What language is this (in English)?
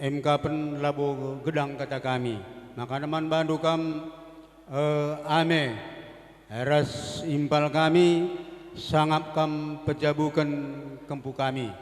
Batak Karo